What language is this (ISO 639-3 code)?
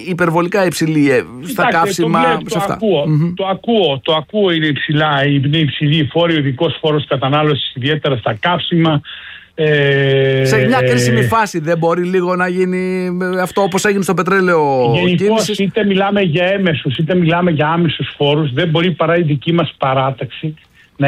ell